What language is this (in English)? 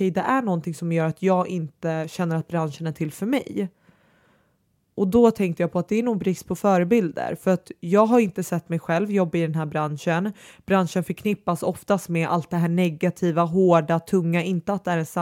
Swedish